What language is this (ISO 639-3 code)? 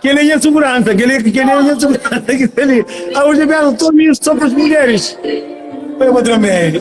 kea